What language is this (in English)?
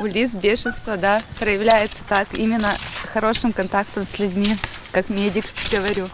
Komi